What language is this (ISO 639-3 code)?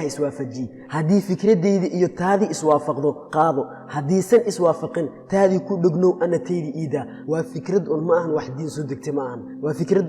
som